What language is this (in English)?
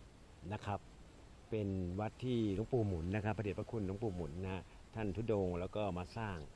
Thai